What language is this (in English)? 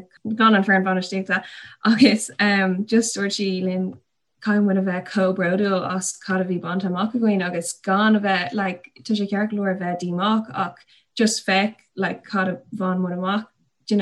Irish